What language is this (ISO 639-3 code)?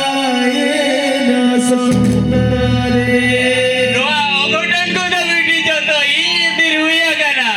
sat